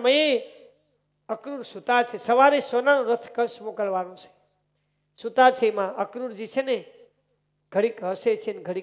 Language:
Gujarati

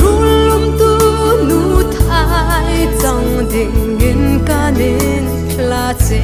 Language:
Hmar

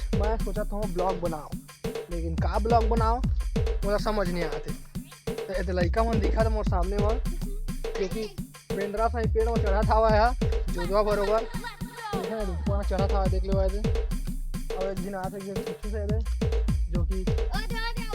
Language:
Chhattisgarhi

